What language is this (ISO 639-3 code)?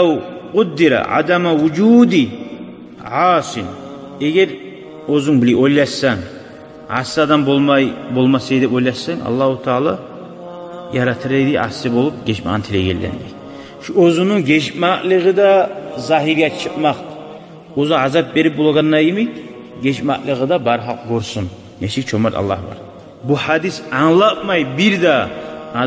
kum